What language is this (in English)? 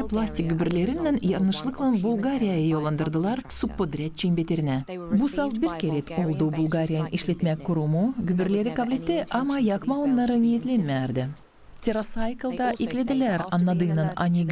Gagauz